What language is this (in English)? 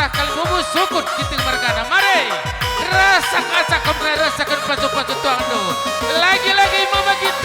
Batak Karo